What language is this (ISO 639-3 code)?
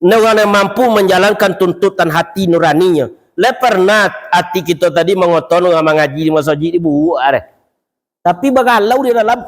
min